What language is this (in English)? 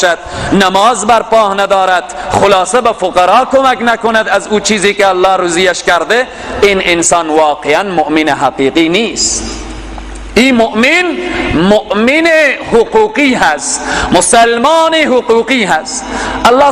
Persian